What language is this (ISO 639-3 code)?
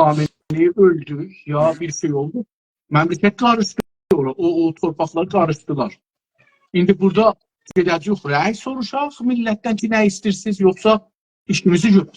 azb